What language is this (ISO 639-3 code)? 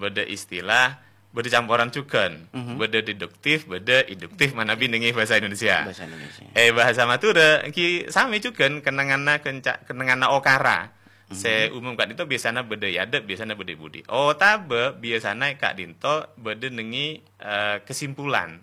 mad